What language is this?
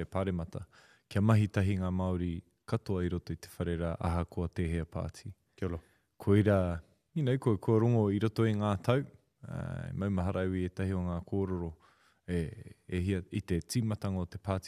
Māori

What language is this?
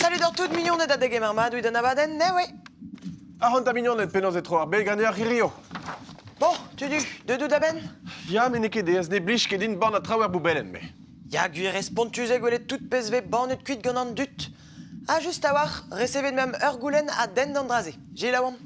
Breton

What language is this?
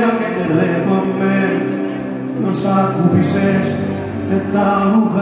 Greek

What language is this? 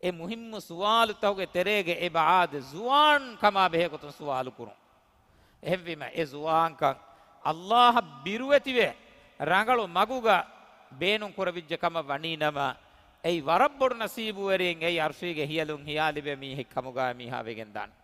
Divehi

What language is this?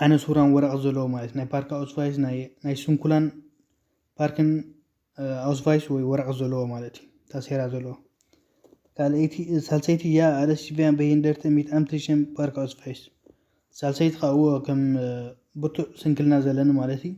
Tigrinya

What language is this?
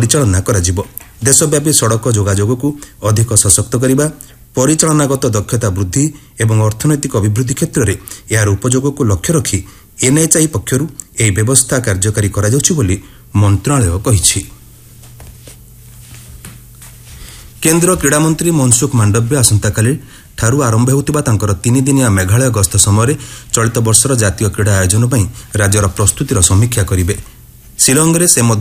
Odia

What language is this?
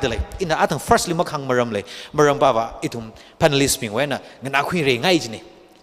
Tangkhul Naga (India)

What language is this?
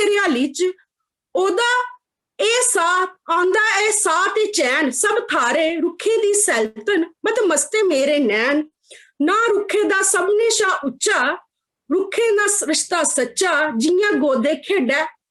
Dogri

